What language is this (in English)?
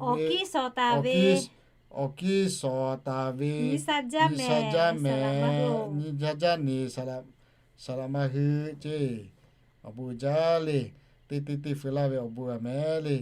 Lahu